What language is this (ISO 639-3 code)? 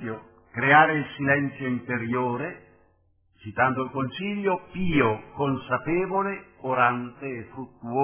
ita